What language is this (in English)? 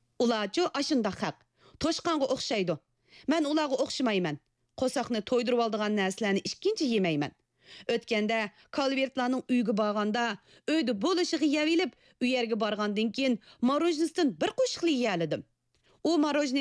Uyghur